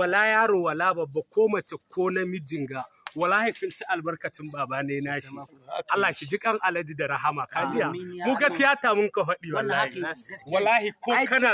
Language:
Hausa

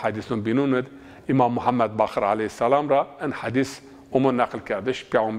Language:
Zaza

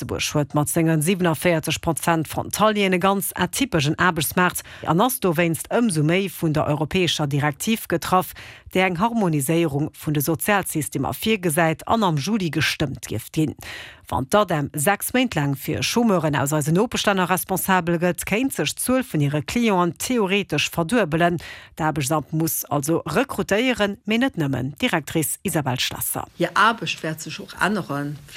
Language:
Luxembourgish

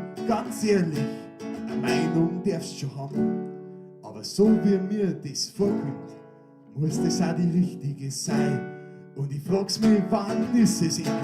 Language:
Bavarian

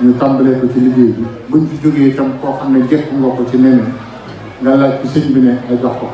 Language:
Wolof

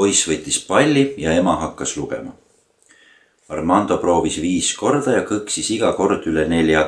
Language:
Estonian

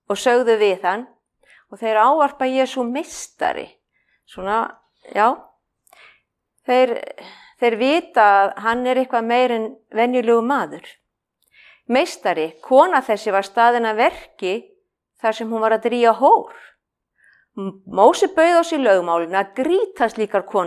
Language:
Icelandic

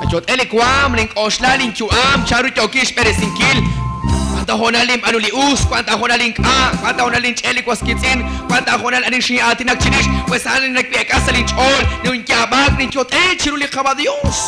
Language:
Kekchí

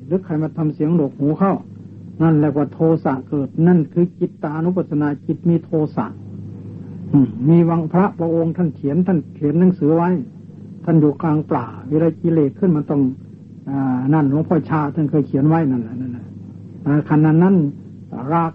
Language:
Thai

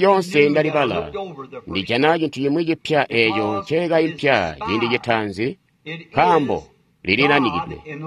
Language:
Tonga (Zambia)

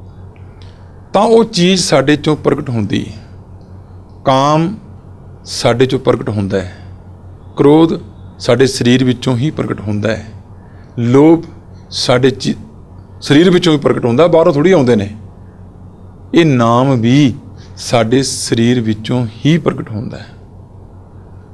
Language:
Punjabi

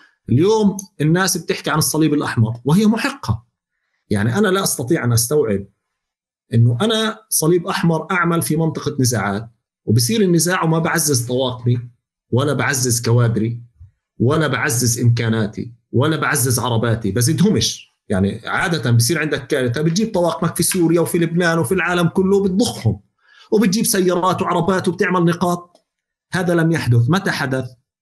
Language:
North Levantine Arabic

